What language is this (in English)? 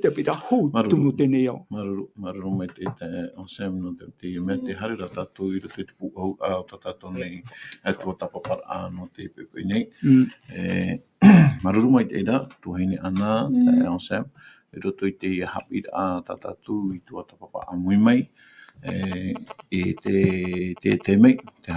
Tahitian